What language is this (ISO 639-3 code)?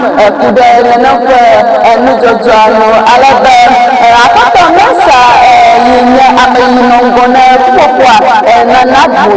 ewe